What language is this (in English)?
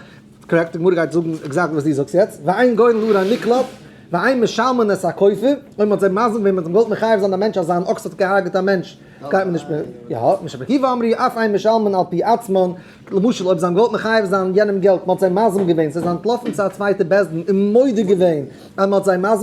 Yiddish